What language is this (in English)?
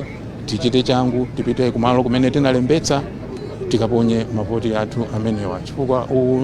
Nyanja